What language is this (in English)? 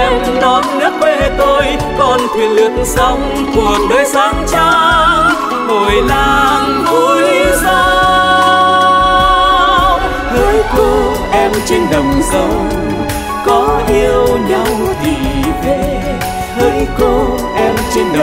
Vietnamese